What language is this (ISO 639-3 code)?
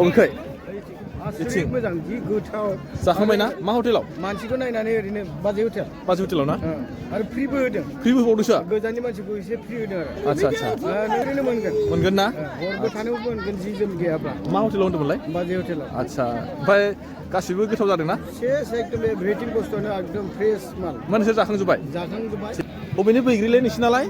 brx